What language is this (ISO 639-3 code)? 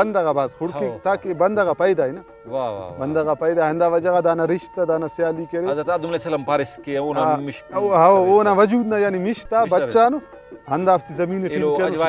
brh